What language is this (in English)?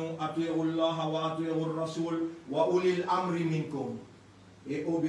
Morisyen